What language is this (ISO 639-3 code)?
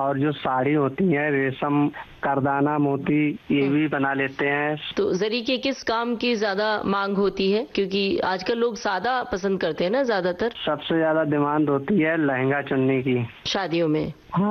hin